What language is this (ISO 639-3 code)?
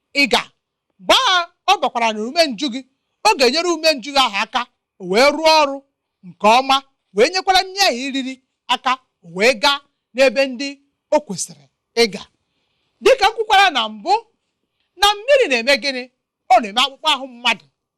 ibo